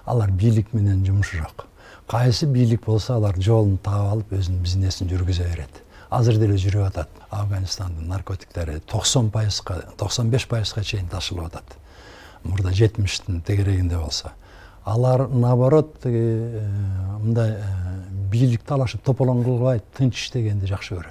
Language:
Kyrgyz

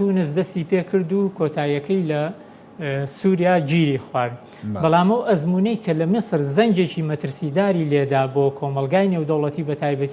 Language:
Central Kurdish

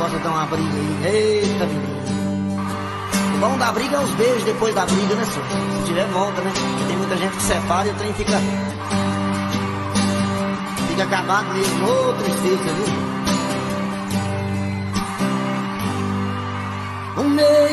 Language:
Portuguese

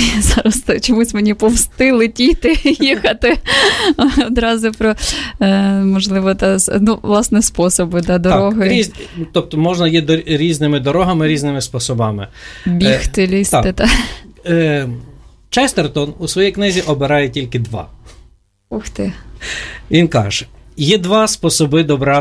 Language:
Ukrainian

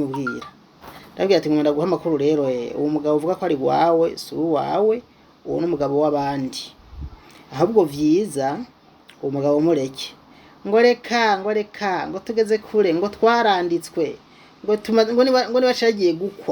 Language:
Rundi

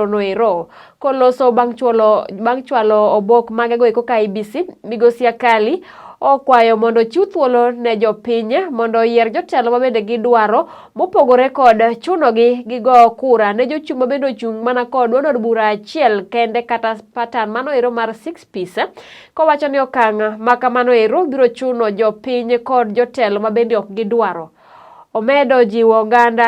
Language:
Luo (Kenya and Tanzania)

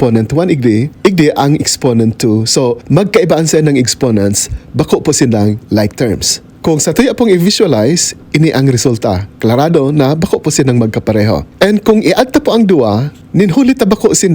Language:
Bikol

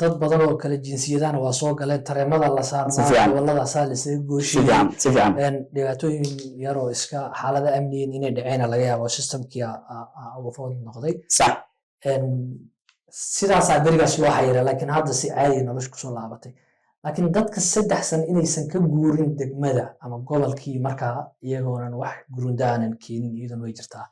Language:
Somali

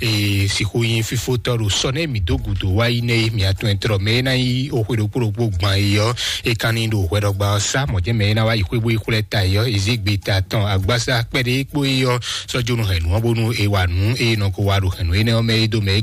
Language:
Fon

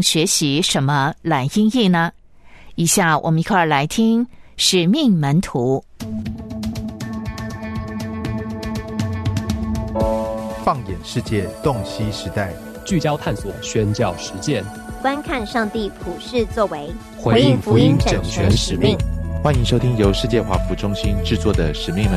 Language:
Chinese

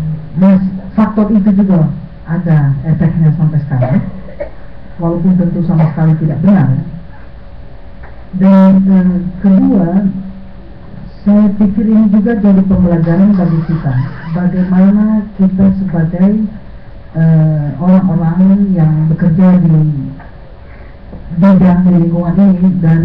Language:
Indonesian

